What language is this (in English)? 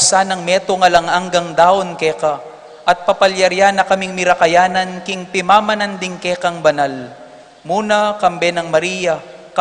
Pampanga